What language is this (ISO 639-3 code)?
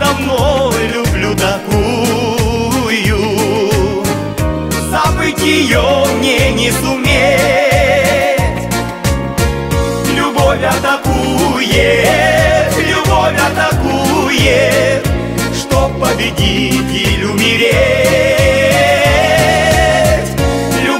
rus